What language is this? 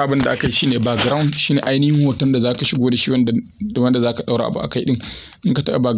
Hausa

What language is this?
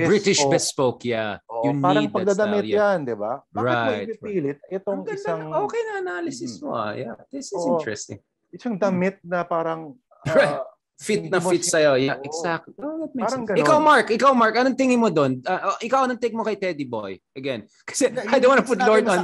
Filipino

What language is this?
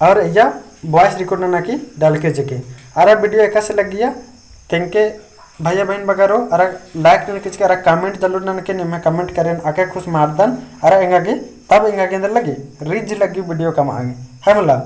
Kurukh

